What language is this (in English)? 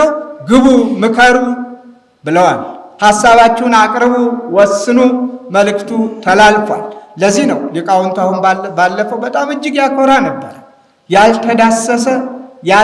Amharic